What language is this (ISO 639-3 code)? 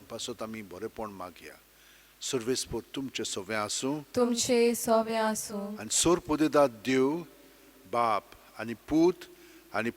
kok